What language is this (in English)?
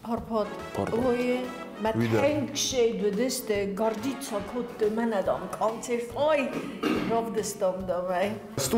Ossetic